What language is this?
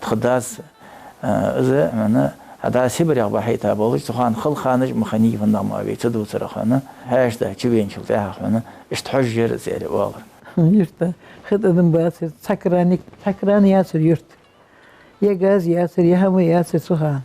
Ingush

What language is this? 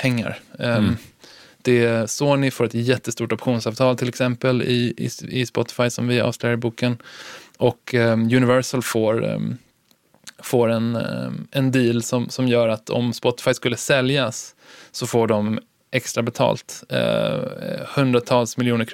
Swedish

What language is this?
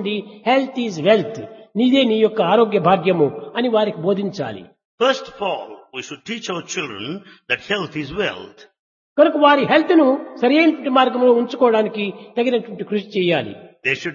Telugu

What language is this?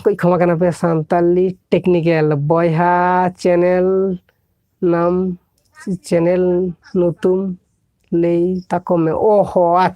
Santali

